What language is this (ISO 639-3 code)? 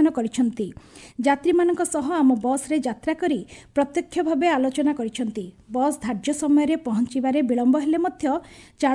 ori